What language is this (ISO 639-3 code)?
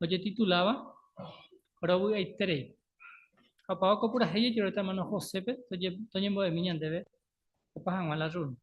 grn